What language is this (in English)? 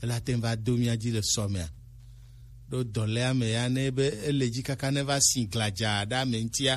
Gen